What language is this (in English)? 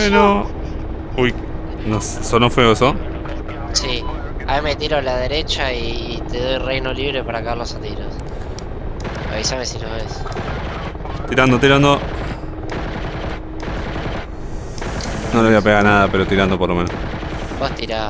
Spanish